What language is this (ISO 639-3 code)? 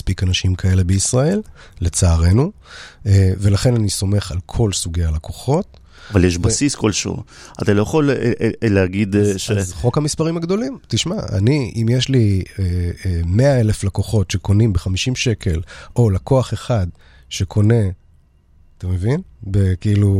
heb